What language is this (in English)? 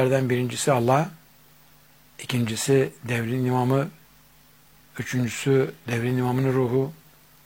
Turkish